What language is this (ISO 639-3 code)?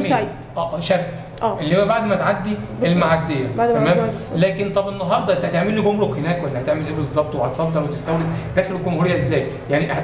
arz